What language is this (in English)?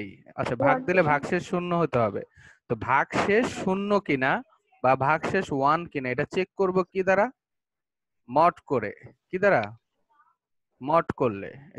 Bangla